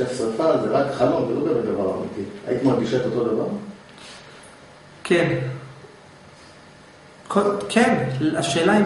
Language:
Hebrew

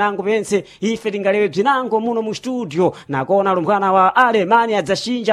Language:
Sena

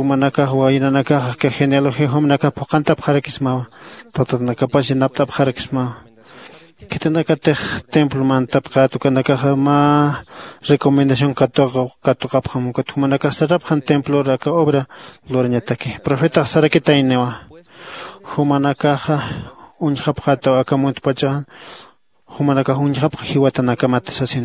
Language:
Aymara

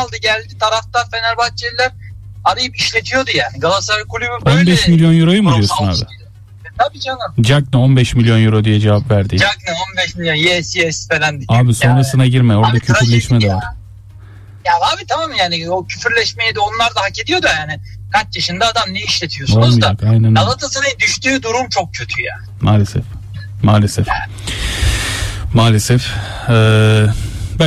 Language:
Turkish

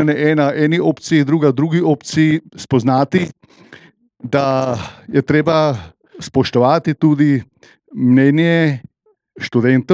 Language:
Slovenian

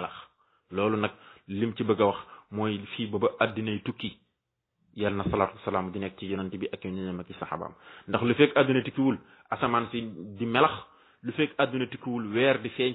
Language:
Wolof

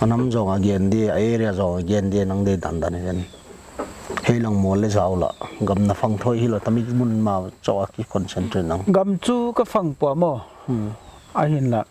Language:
Paite Chin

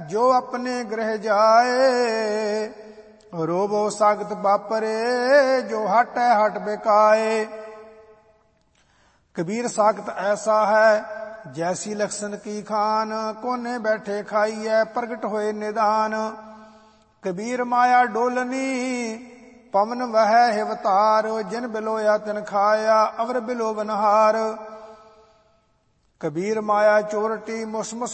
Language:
Punjabi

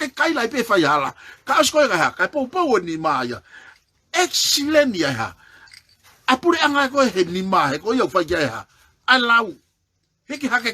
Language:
Tongan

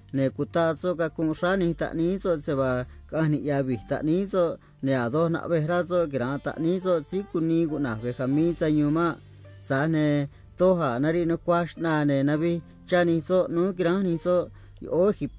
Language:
Copala Triqui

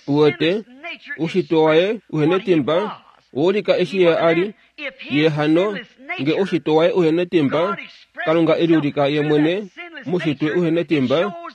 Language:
Kuanyama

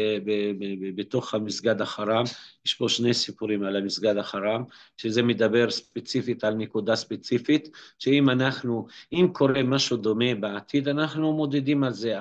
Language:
Hebrew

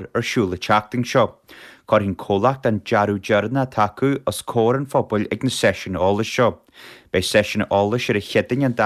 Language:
Irish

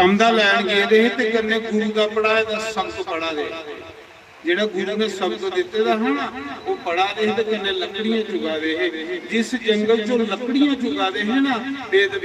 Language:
Dogri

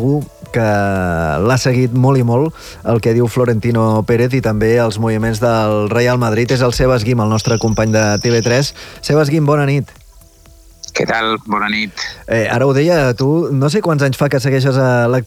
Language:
Catalan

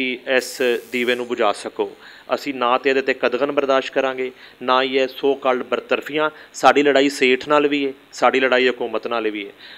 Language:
Western Panjabi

